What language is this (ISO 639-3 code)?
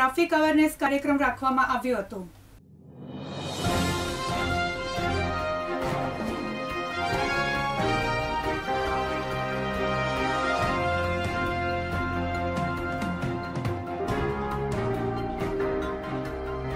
guj